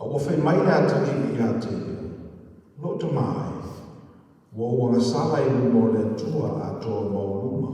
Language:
Samoan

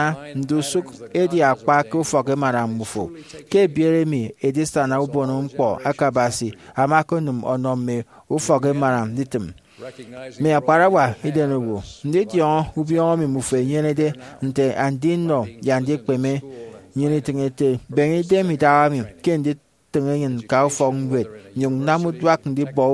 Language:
Efik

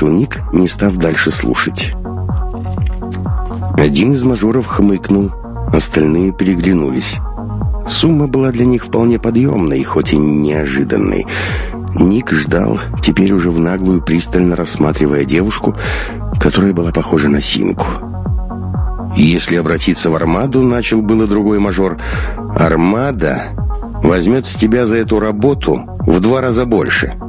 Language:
Russian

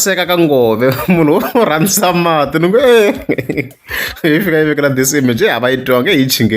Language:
Tsonga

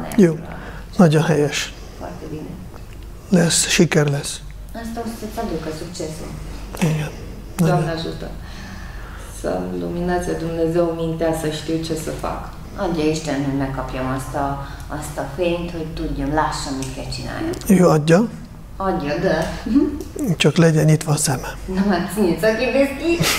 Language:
Hungarian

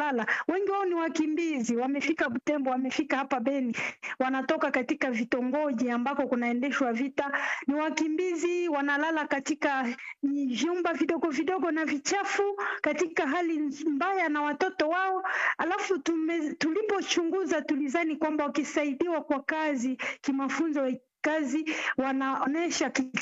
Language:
Swahili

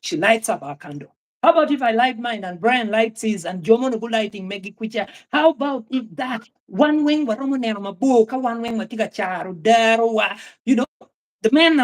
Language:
Acoli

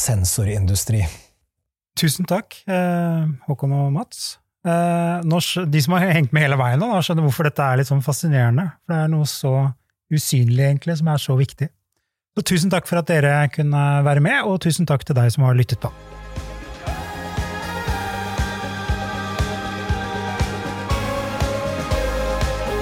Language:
Norwegian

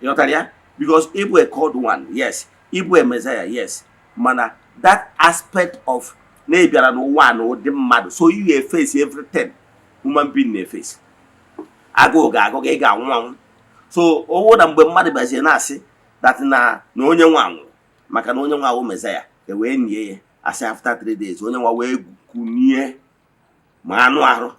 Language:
Igbo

